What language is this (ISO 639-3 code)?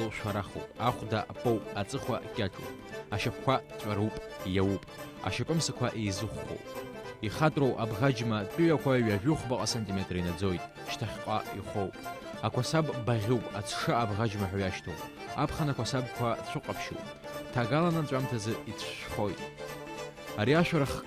abk